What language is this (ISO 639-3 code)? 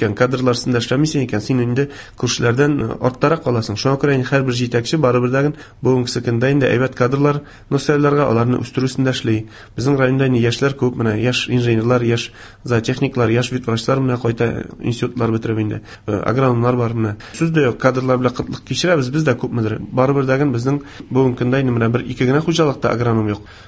tat